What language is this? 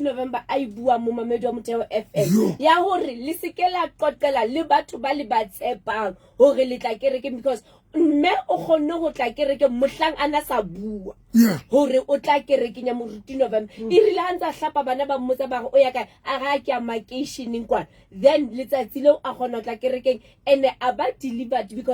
Southern Sotho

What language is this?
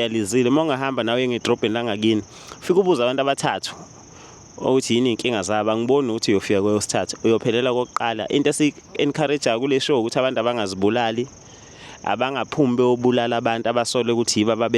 Zulu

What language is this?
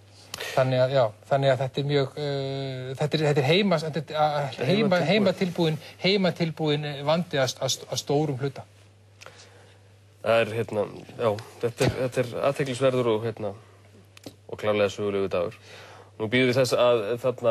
Icelandic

